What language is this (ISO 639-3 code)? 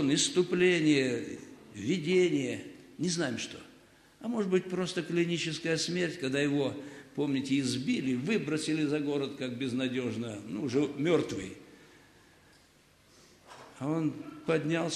rus